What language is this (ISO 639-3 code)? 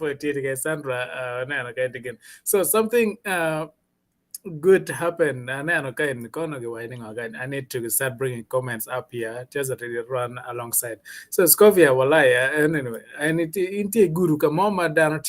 ach